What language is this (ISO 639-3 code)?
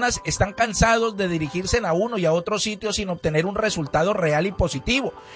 spa